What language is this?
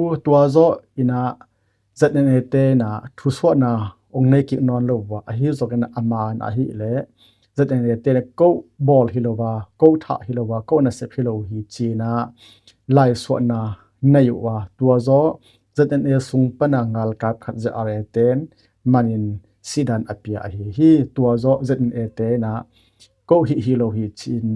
Tedim Chin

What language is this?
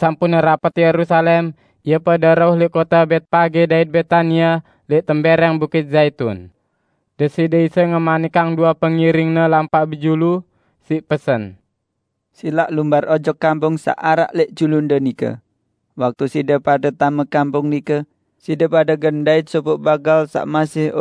Sasak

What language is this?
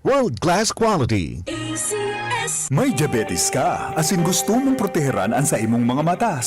Bikol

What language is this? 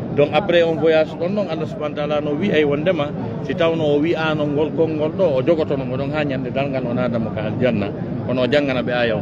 Fula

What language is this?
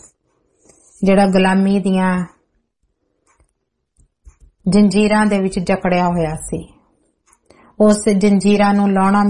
Punjabi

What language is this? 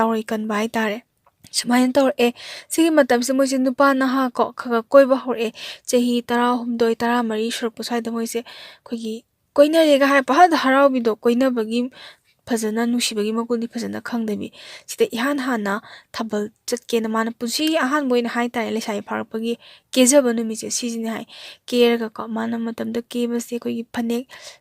Manipuri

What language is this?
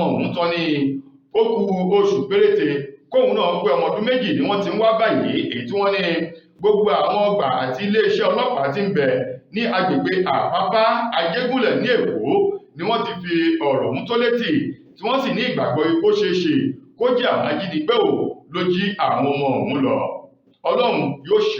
Yoruba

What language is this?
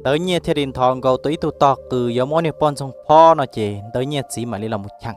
Hmong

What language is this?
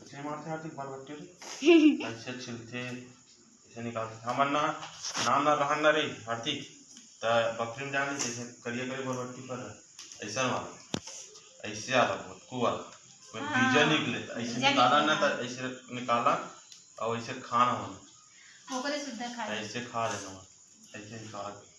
Chhattisgarhi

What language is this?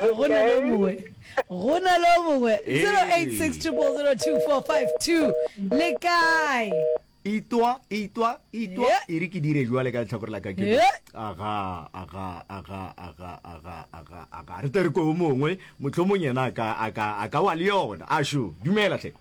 Northern Sotho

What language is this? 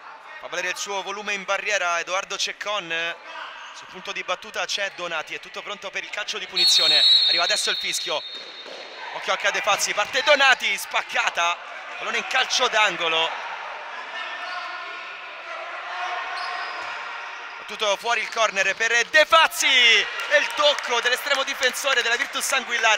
Italian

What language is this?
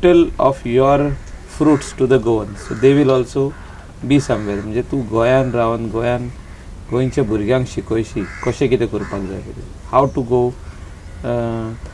Konkani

